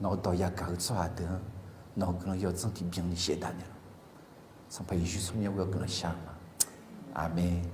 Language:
Akha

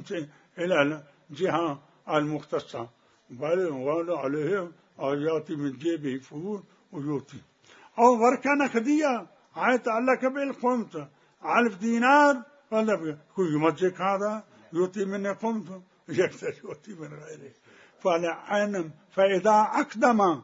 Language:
Mesopotamian Arabic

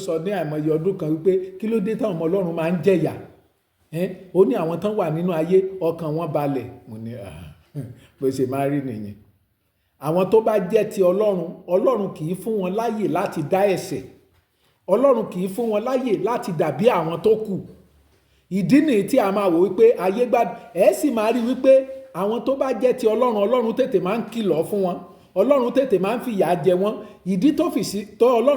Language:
Yoruba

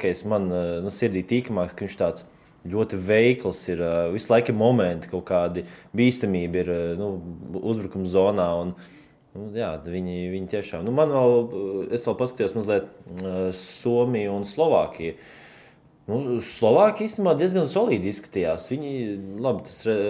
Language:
Latvian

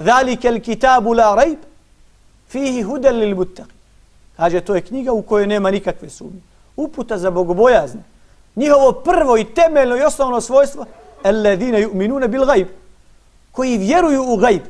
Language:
Bosnian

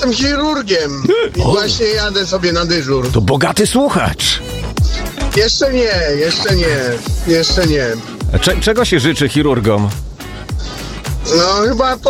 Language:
Polish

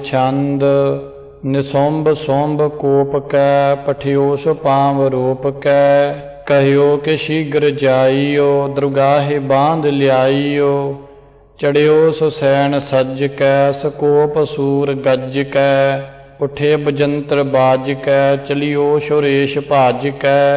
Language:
Punjabi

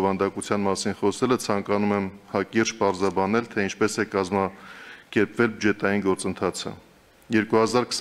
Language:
Armenian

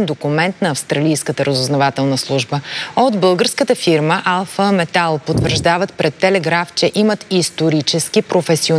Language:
Bulgarian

